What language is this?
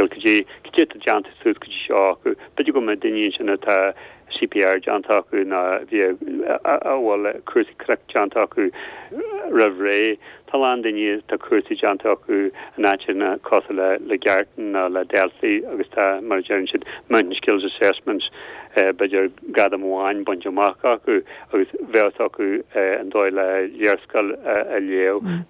Irish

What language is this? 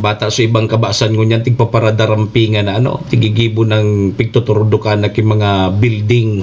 Bikol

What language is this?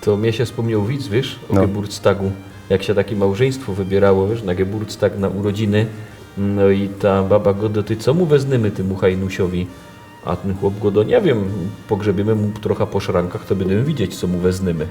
Silesian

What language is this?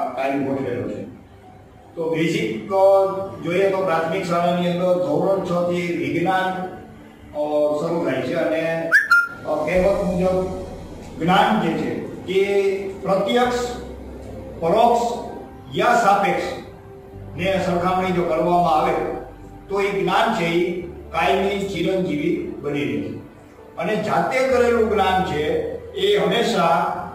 Gujarati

